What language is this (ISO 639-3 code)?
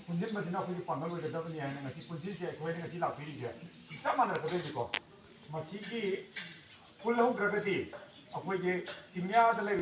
mni